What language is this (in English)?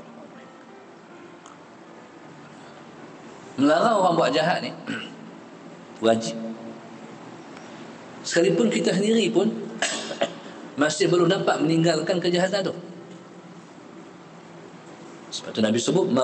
Malay